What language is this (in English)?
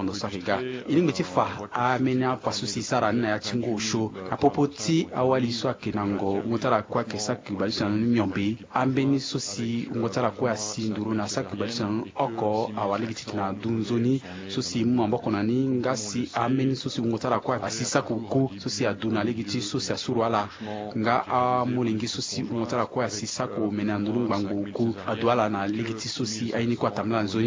Sango